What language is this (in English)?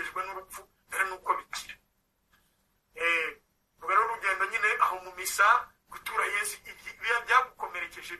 Kinyarwanda